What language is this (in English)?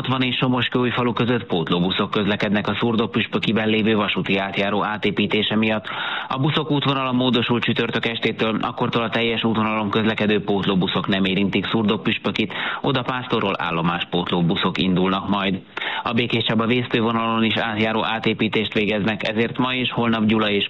Hungarian